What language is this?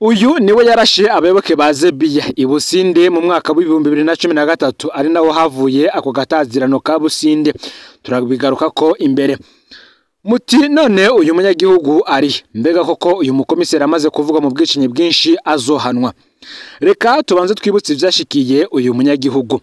Rundi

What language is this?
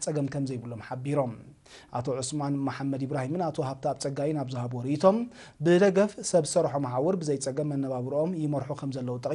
Tigrinya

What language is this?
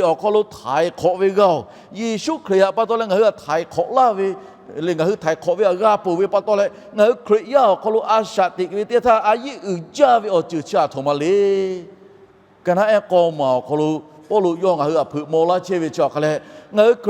Lahu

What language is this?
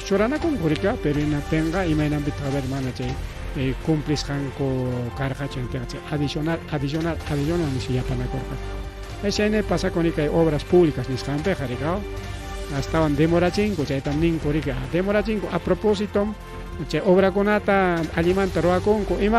Ayacucho Quechua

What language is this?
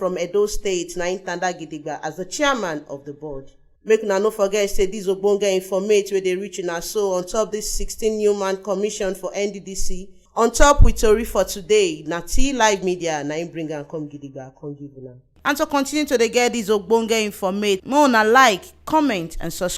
Nigerian Pidgin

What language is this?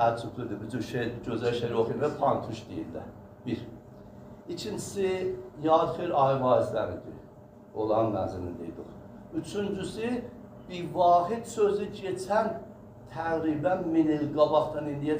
South Azerbaijani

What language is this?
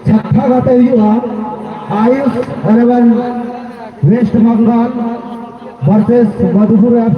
Santali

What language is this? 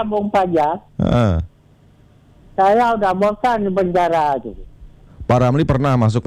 Indonesian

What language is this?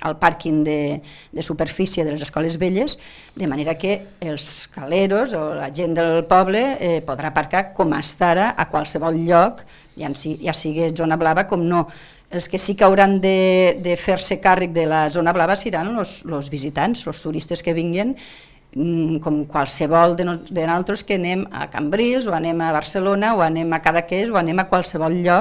Catalan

